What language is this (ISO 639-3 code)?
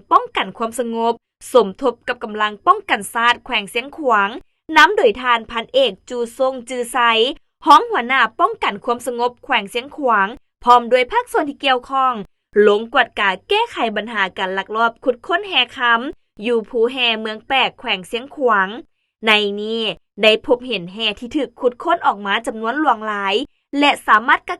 lao